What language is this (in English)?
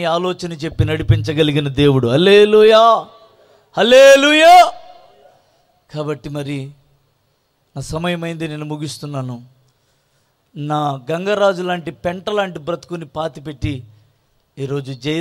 Telugu